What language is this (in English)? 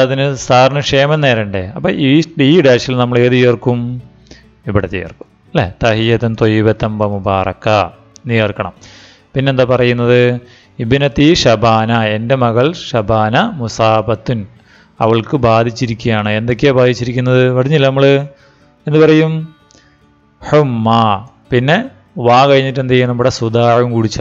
Malayalam